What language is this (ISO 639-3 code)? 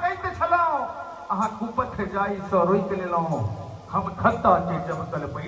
mai